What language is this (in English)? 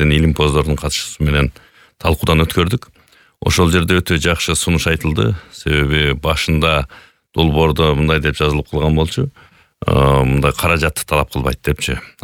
Kyrgyz